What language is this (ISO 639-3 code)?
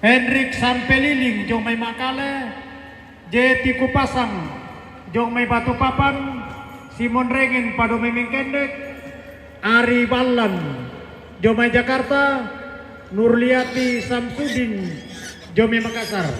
sda